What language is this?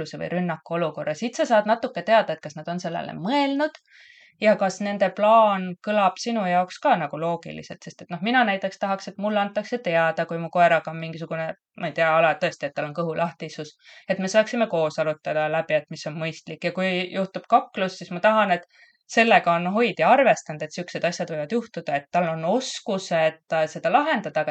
Estonian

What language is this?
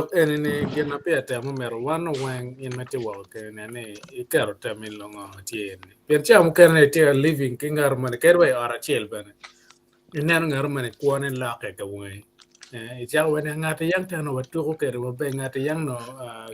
Acoli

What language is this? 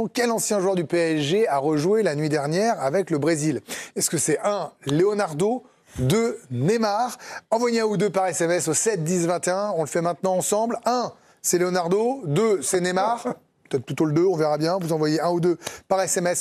French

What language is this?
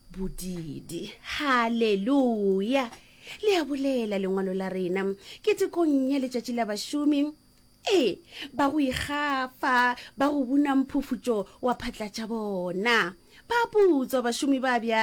Northern Sotho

